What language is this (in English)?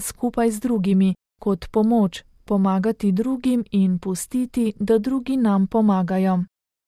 Slovenian